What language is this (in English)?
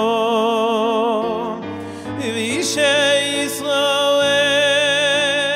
Hebrew